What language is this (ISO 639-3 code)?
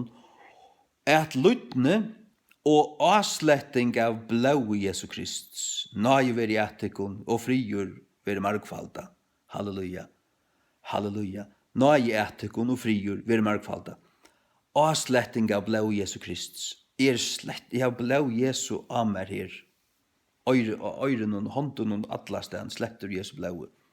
fao